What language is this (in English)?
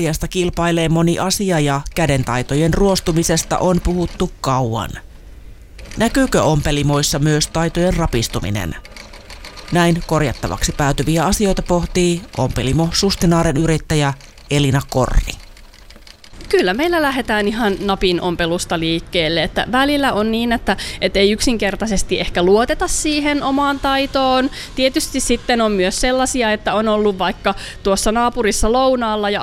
Finnish